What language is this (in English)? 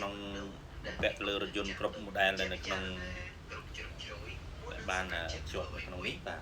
Khmer